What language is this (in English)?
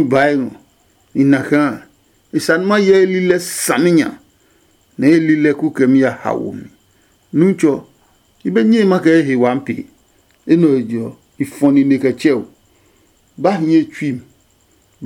Adangme